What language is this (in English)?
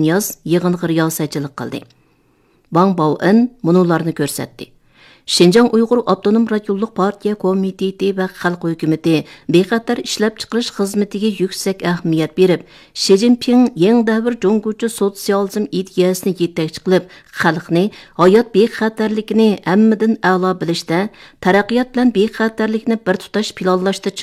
Uyghur